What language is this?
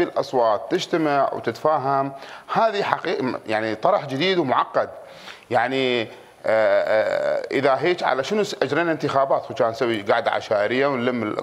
Mesopotamian Arabic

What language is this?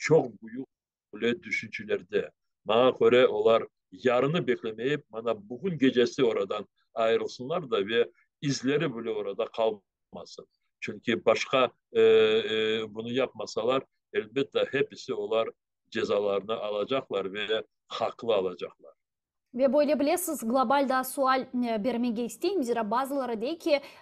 Crimean Tatar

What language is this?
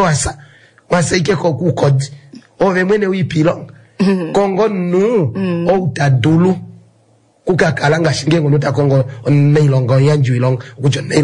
Kuanyama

